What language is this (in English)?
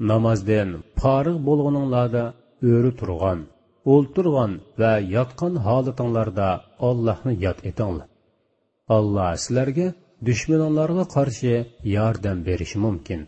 Uyghur